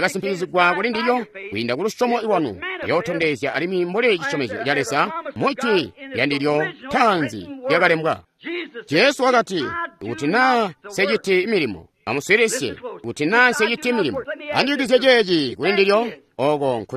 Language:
Tonga (Zambia)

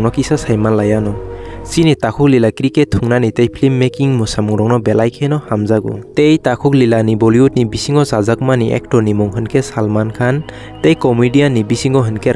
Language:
Kok Borok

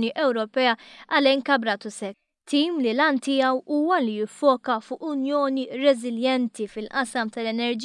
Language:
Maltese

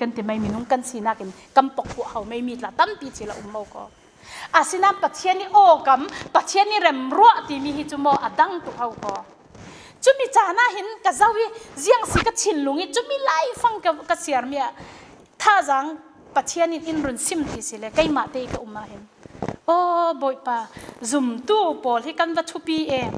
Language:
Falam Chin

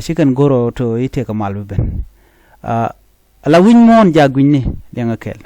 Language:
Nuer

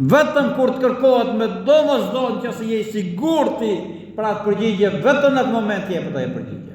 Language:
Albanian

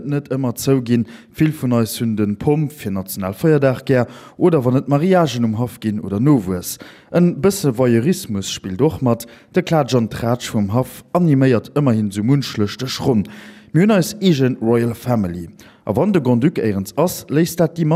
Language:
Luxembourgish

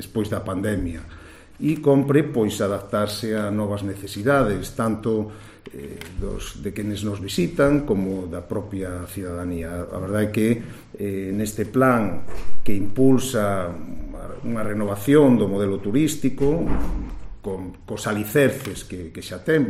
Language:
Galician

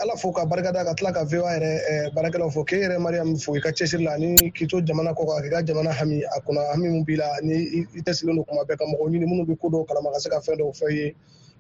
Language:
Bambara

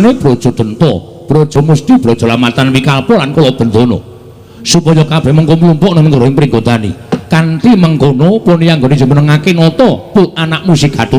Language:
Javanese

